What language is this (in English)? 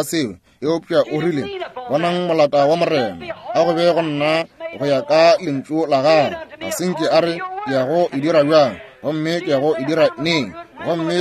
Northern Sotho